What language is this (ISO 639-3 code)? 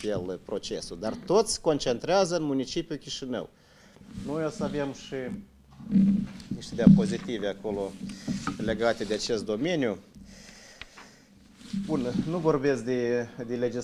ron